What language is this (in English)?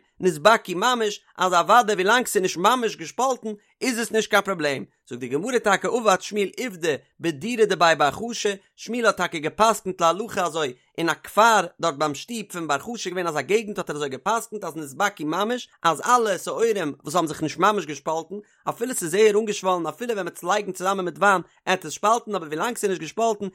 Yiddish